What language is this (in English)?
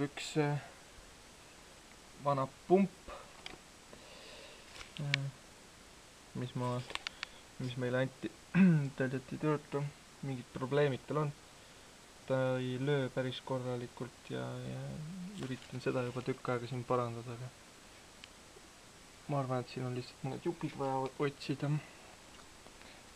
Estonian